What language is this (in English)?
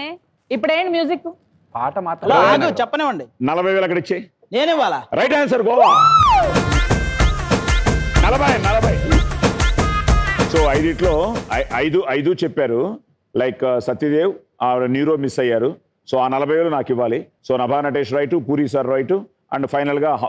Telugu